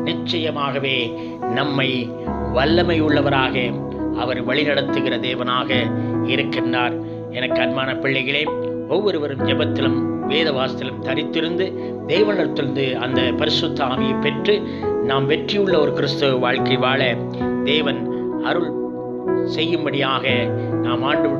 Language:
Tamil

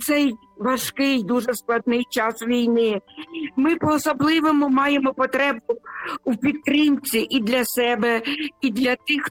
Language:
Ukrainian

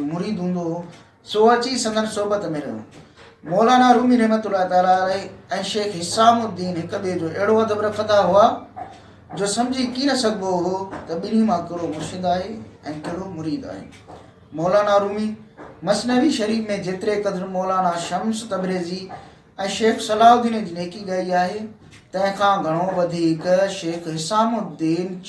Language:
Sindhi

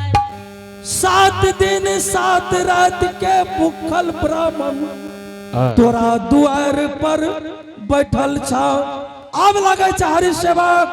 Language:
Angika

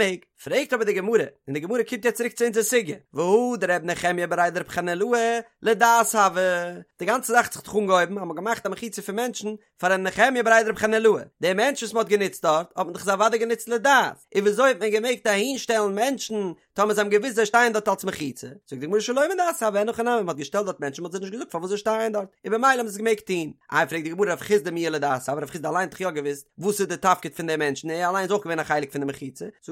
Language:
Yiddish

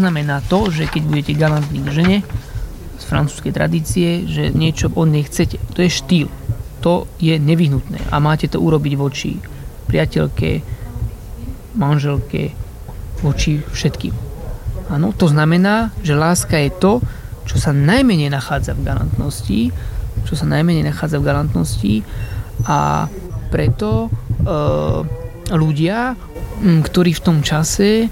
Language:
Slovak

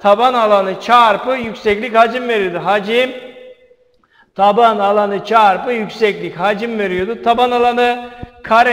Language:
Turkish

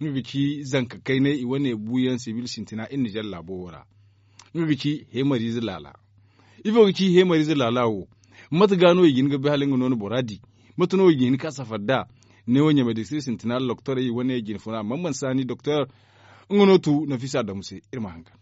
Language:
Zarma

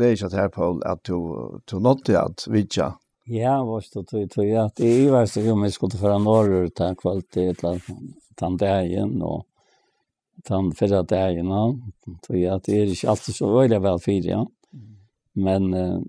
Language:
Faroese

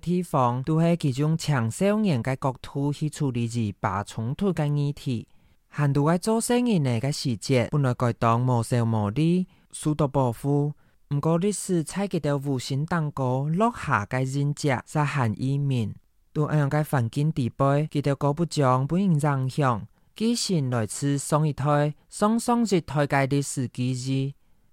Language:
Hakka Chinese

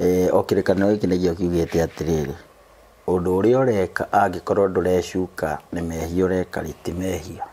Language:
Kikuyu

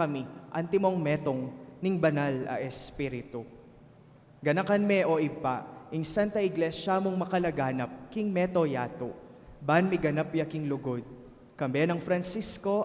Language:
Pampanga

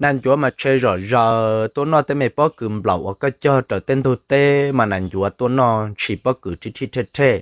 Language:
Hmong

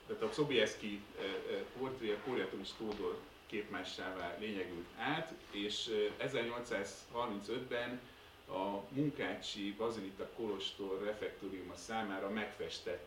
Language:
Hungarian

